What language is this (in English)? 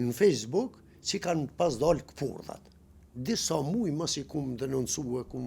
Albanian